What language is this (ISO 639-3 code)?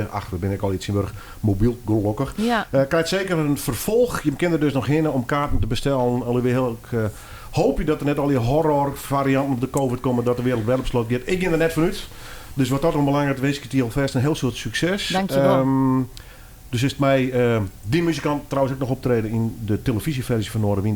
fry